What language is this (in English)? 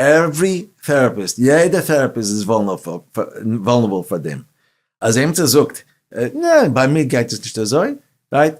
Yiddish